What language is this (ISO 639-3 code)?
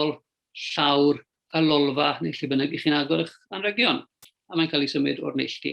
cym